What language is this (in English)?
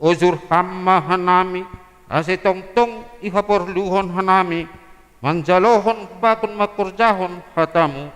Batak Simalungun